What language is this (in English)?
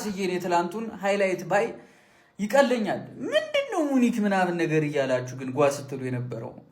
Amharic